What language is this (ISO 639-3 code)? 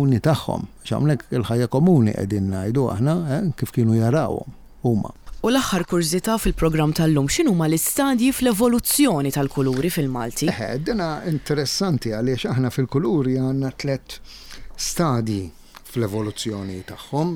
mlt